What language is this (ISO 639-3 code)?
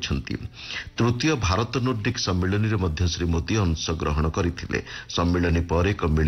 ori